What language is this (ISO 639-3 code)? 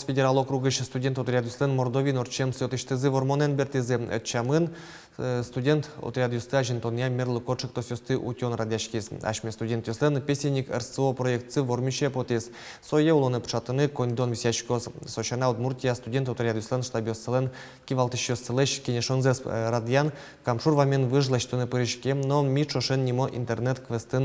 udm